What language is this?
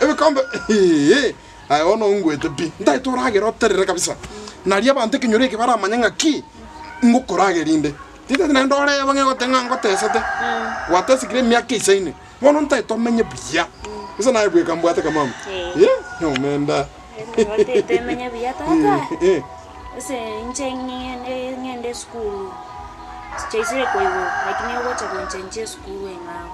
Gusii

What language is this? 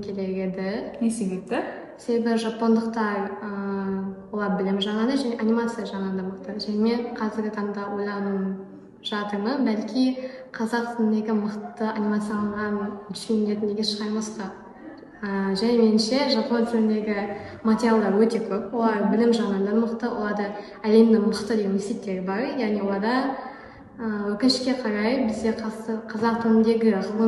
Kazakh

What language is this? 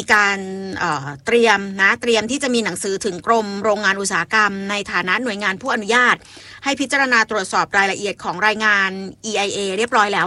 Thai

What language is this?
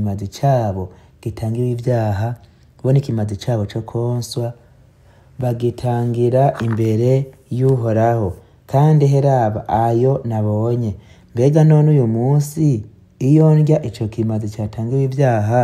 Rundi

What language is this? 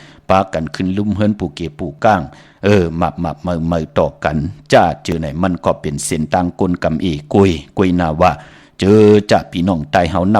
Shan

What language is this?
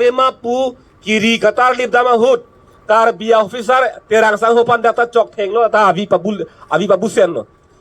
Karbi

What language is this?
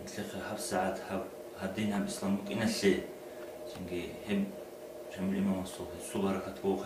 Avaric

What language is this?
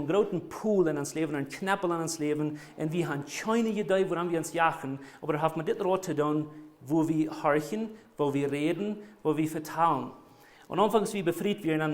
Plautdietsch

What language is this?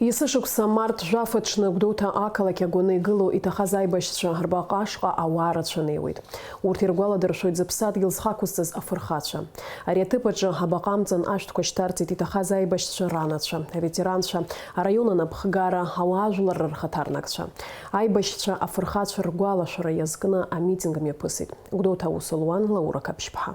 Abkhazian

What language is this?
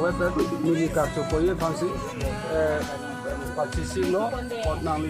Karbi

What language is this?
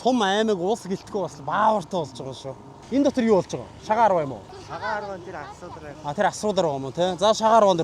Mongolian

